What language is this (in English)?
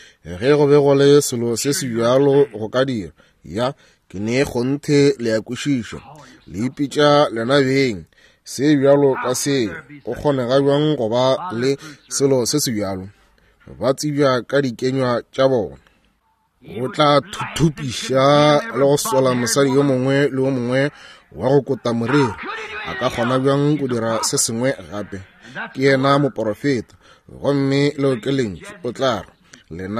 Northern Sotho